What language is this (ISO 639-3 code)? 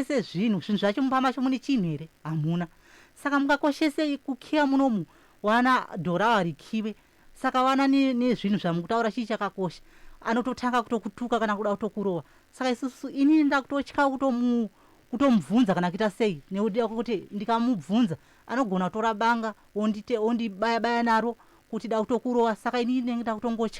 sna